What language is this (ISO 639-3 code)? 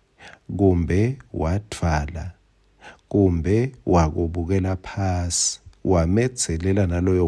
ssw